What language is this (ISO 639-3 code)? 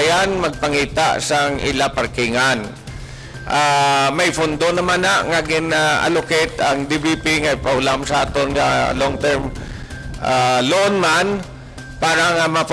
hil